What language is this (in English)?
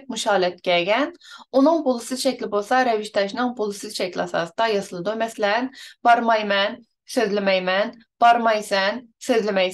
Uyghur